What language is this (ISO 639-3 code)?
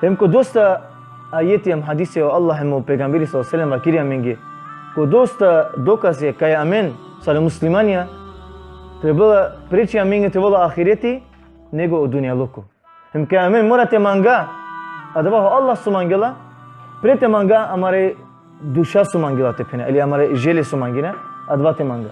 rmn